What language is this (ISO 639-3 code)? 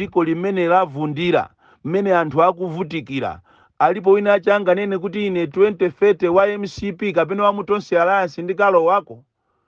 nya